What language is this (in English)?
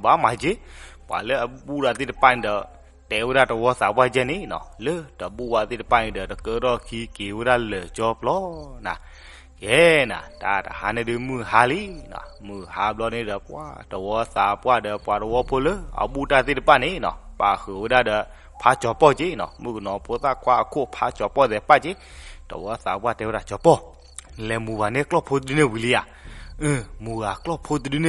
S'gaw Karen